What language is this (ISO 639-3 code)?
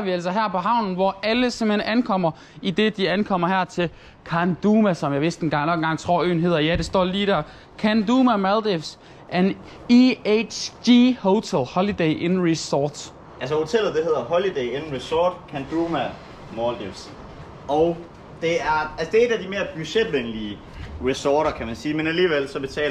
dan